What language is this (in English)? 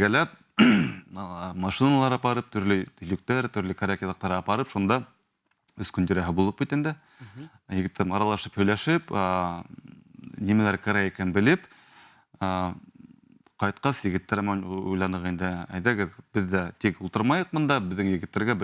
Bashkir